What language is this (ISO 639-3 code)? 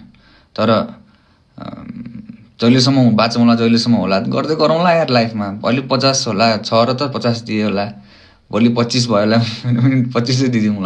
nep